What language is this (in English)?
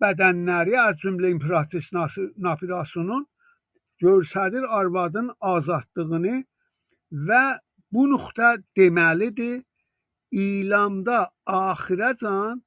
South Azerbaijani